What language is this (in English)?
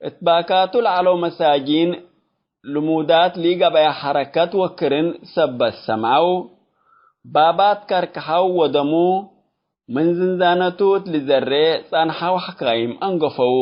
Tigre